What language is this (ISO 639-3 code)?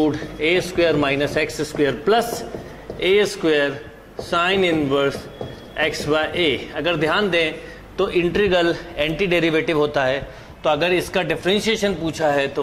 hin